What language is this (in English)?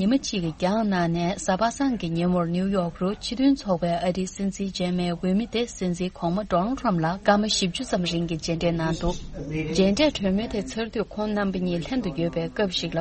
Tibetan